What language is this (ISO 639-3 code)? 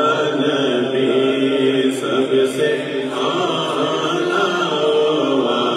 urd